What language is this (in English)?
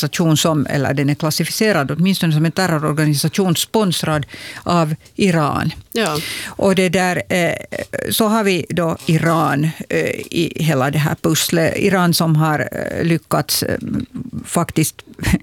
Swedish